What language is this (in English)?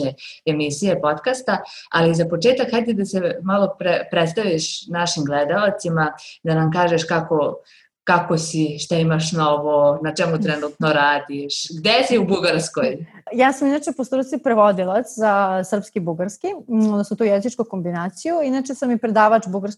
Serbian